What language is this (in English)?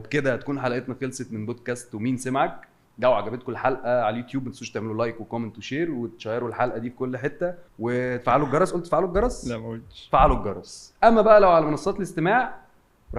Egyptian Arabic